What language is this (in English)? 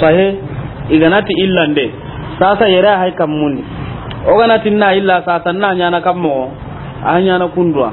Soninke